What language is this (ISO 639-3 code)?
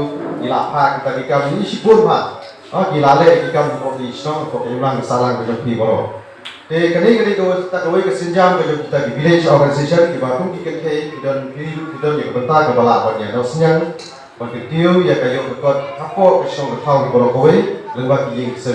kha